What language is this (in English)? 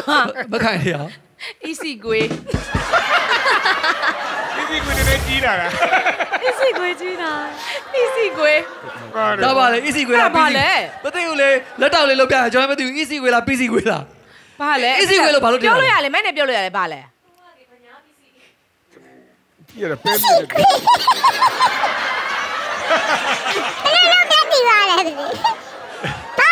Burmese